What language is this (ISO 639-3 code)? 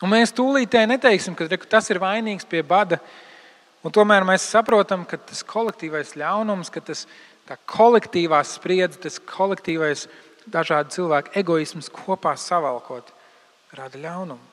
lav